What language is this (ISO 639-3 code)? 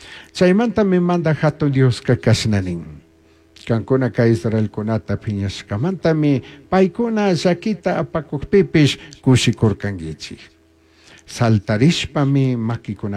qug